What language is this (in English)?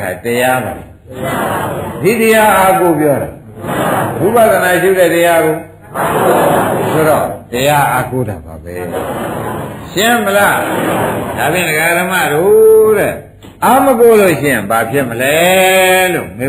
Burmese